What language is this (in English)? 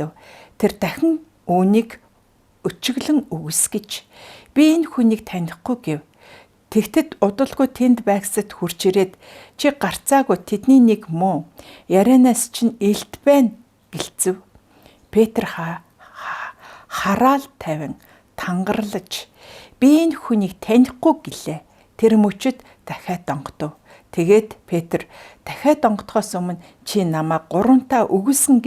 Mongolian